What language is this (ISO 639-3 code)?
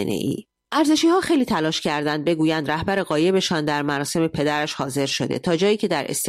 fas